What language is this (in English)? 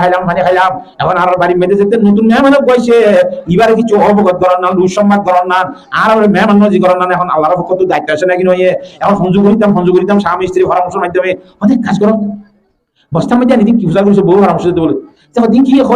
Rohingya